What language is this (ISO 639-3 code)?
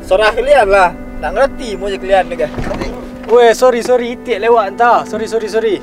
min